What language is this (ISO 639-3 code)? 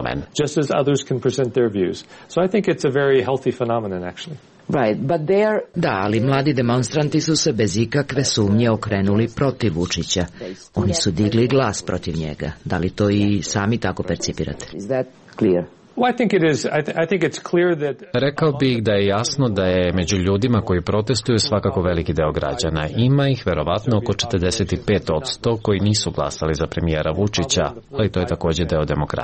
srp